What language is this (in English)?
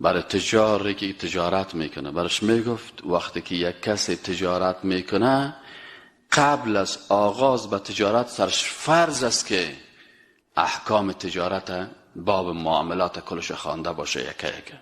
Persian